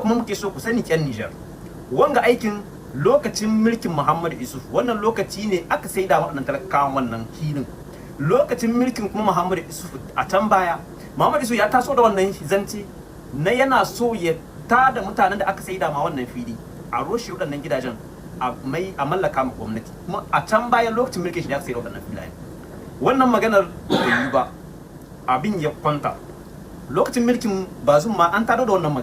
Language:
Hausa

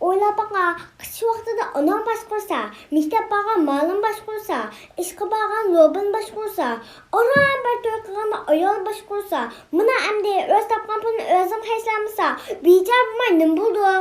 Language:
Uyghur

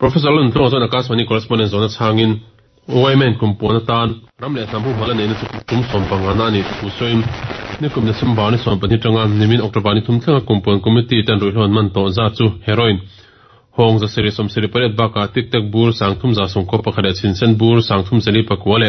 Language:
Mizo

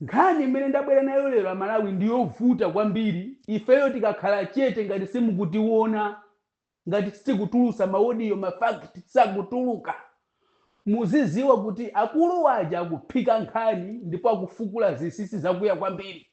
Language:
Nyanja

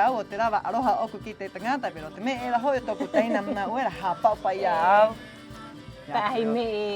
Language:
Rapanui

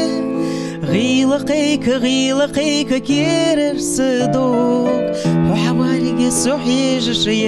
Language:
Ingush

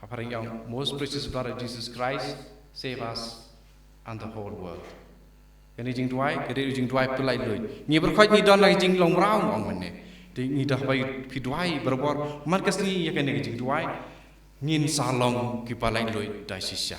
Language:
Khasi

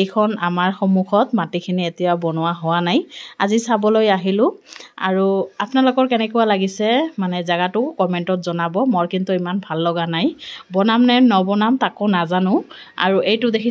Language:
Assamese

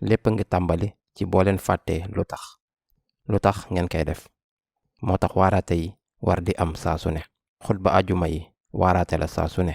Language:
Wolof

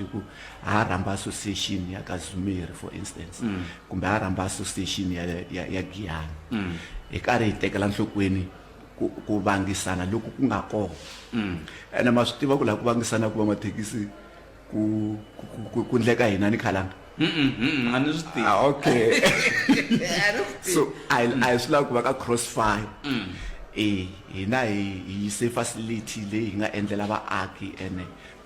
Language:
Tsonga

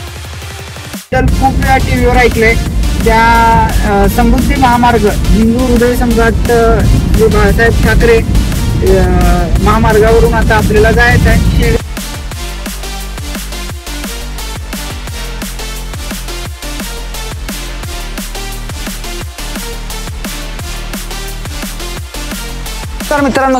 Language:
Marathi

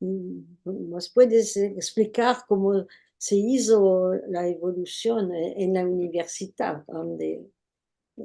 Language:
Ladino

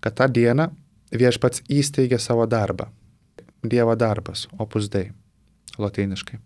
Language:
Lithuanian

